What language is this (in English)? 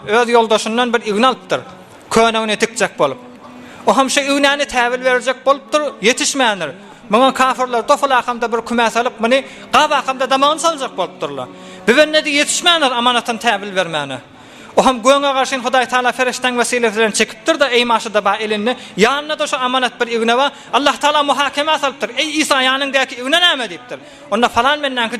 Turkmen